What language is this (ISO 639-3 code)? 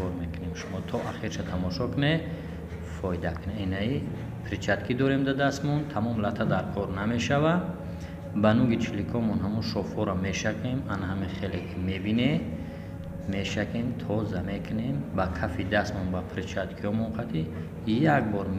tgk